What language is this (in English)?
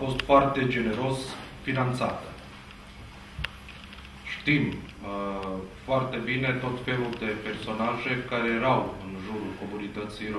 Romanian